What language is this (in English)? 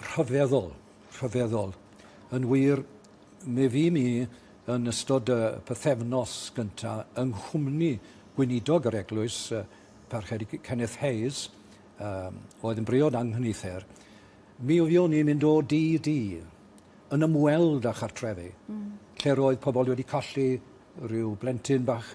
Welsh